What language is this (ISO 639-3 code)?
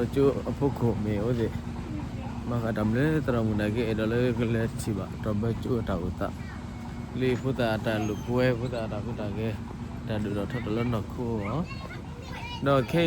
ksw